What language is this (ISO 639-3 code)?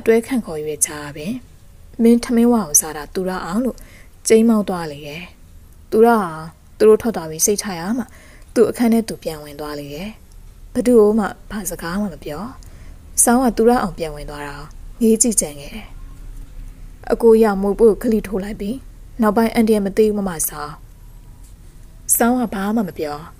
mya